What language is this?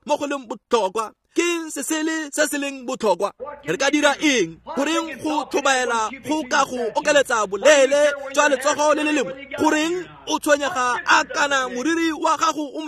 Tswana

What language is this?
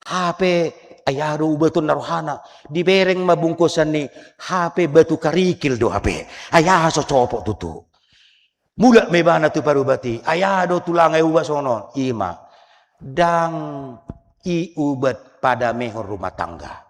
Batak Toba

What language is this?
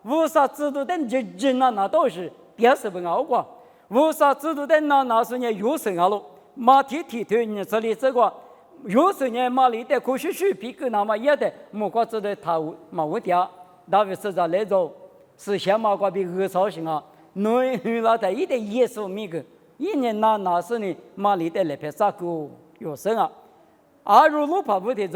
Lisu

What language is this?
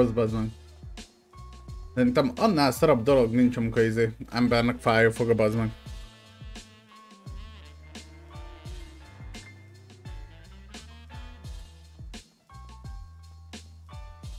Hungarian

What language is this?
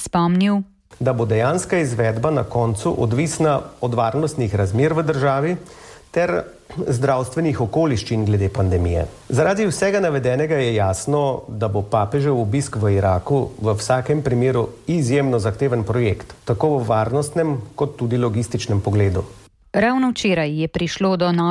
Slovenian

